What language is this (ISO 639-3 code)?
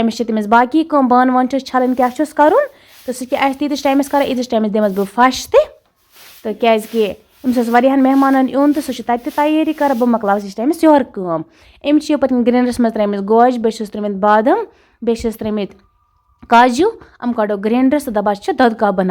kas